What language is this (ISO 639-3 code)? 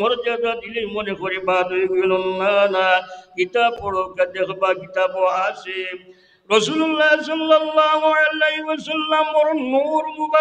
syl